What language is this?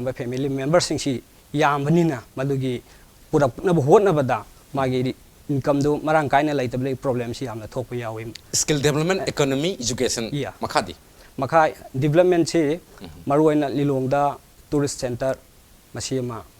Manipuri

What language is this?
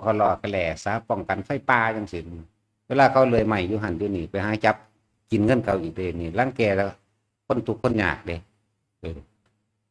Northeastern Thai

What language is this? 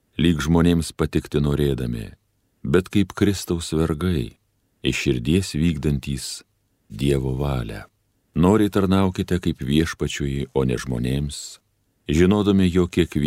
Lithuanian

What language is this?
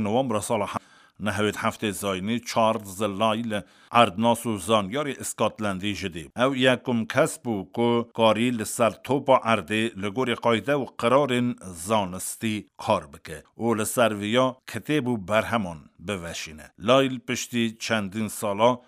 Kurdish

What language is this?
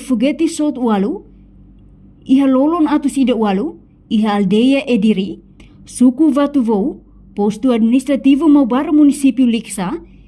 Tetum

